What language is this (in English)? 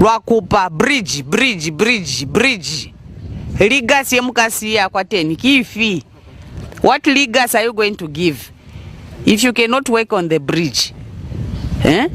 Lozi